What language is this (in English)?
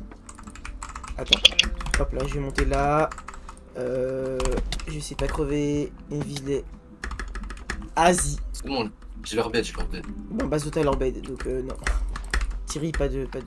French